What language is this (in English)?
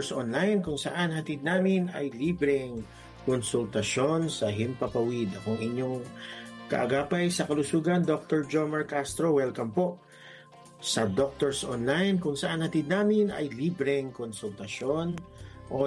Filipino